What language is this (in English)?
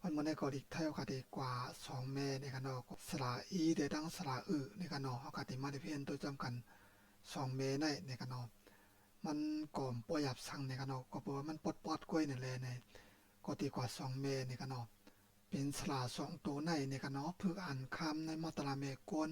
Shan